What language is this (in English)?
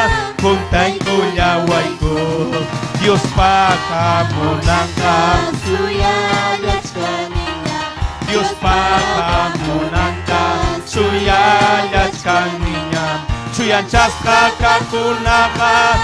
Ayacucho Quechua